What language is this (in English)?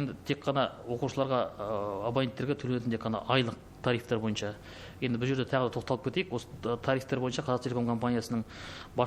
Kazakh